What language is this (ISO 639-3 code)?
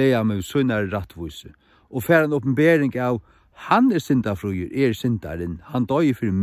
fao